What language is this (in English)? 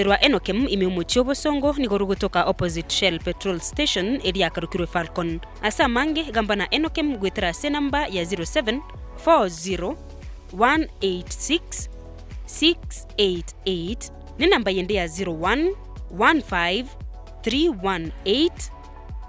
Gusii